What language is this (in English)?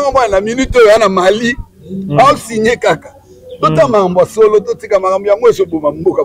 Lingala